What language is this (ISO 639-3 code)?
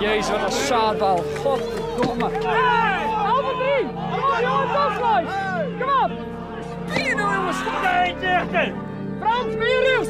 fry